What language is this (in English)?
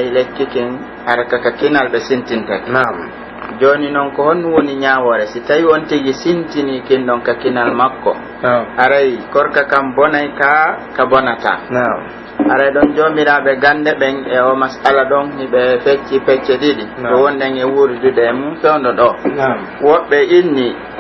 Pular